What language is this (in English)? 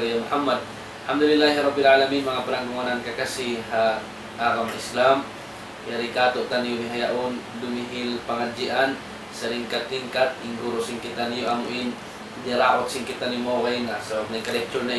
Tausug